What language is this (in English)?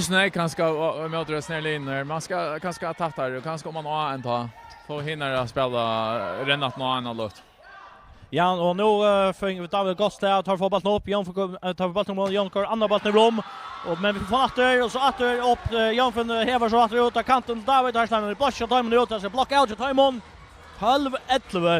Faroese